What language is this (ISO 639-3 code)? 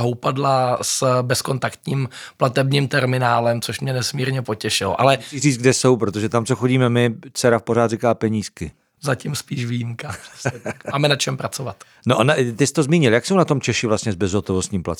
ces